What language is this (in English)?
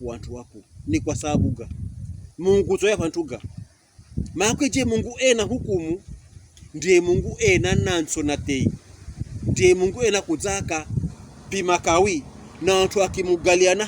Pokomo